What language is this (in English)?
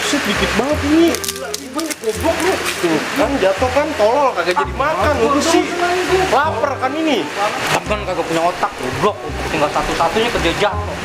Betawi